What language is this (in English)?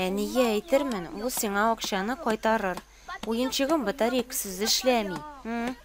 Tatar